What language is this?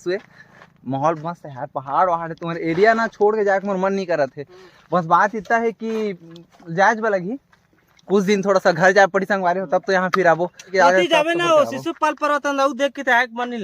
Chhattisgarhi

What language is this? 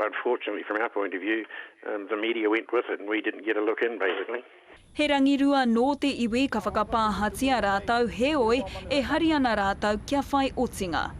Māori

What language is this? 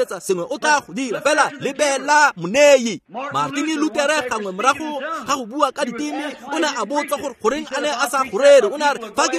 Tswana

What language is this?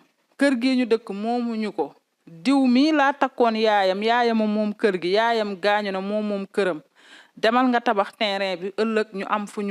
Wolof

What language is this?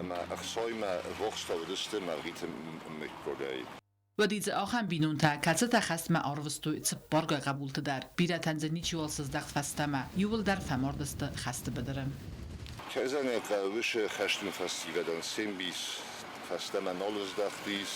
Ossetic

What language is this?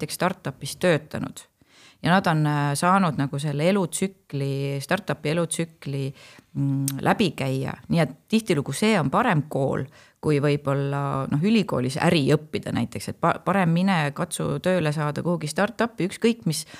Estonian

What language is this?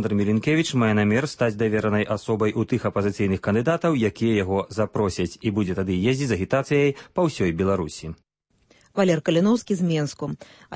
Belarusian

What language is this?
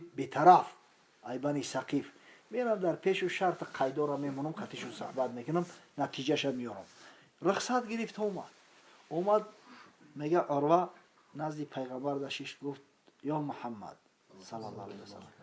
Tajik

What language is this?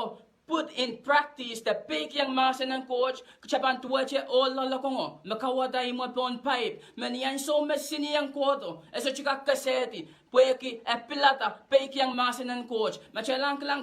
Pohnpeian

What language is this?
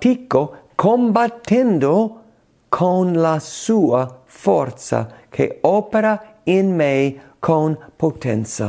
Italian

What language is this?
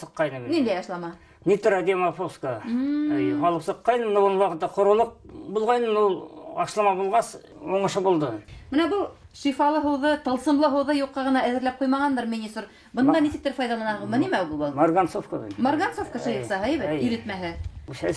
Bashkir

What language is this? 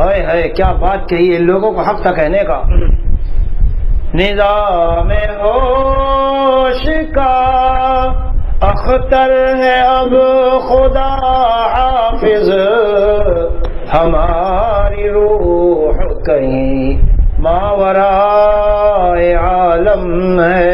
Urdu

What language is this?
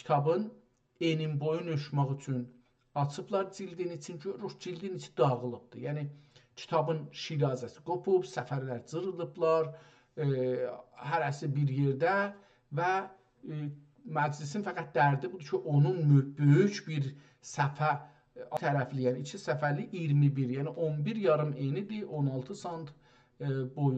South Azerbaijani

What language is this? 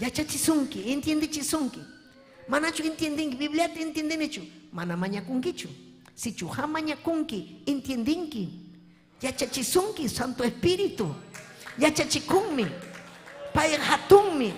Ayacucho Quechua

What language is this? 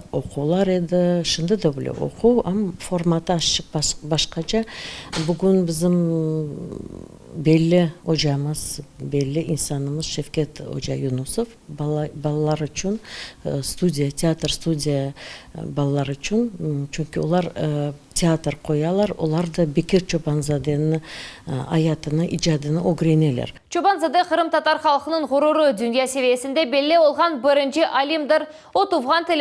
Crimean Tatar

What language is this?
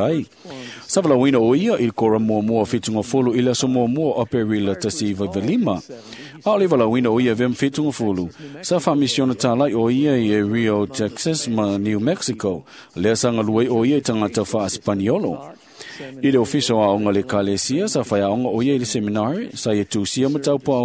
Samoan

